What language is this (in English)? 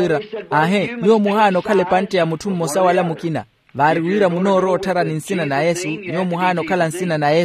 Makhuwa